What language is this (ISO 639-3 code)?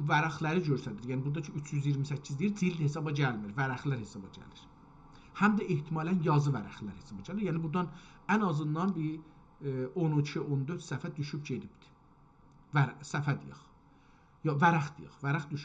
azb